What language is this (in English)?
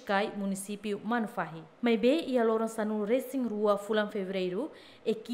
Tetum